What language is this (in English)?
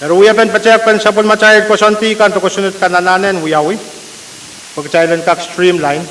Pohnpeian